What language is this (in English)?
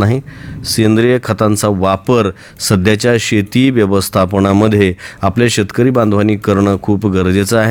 Marathi